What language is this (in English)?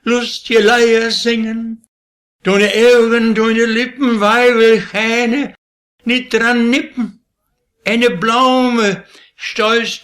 Westphalien